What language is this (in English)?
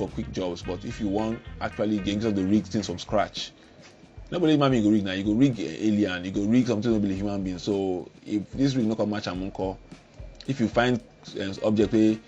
Nigerian Pidgin